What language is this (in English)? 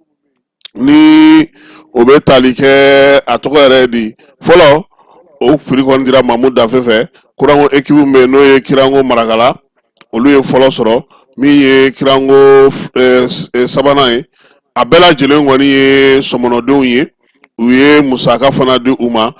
Bambara